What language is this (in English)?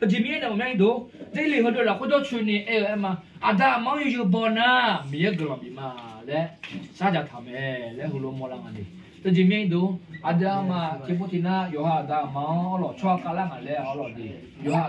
Akha